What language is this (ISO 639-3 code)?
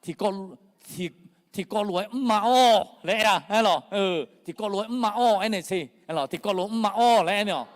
ahk